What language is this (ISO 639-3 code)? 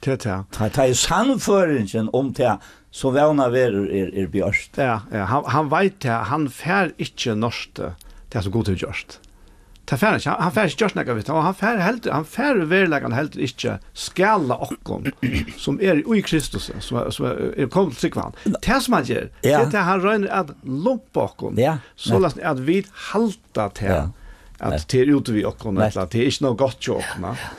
fao